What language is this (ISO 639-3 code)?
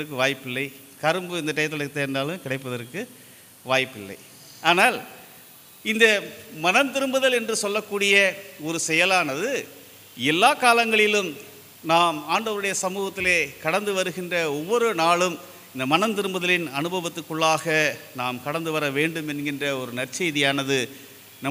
tam